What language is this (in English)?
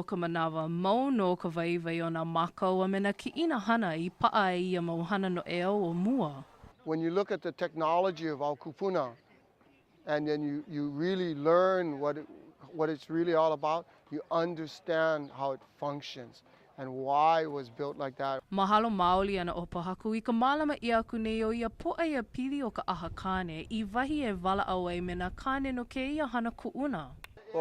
Hawaiian